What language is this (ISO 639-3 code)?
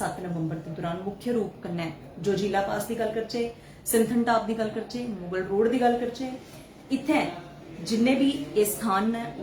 doi